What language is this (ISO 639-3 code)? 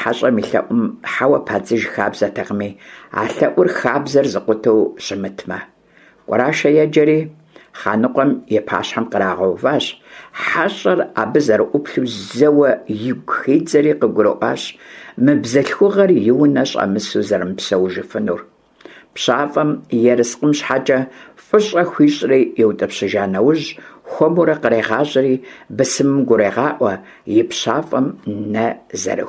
kbd